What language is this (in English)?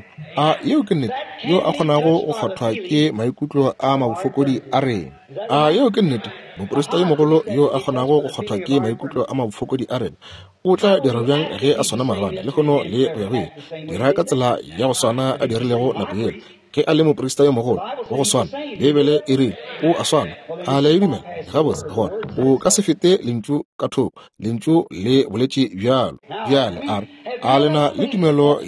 Northern Sotho